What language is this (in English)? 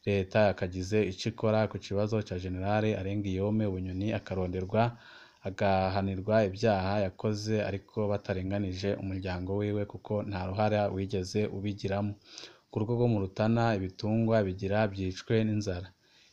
Rundi